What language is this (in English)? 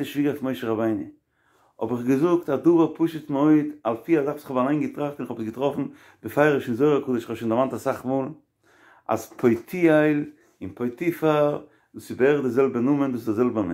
Yiddish